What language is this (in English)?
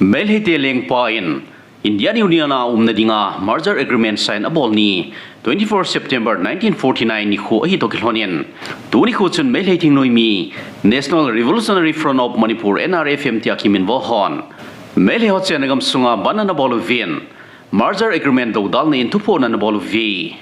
Thado Chin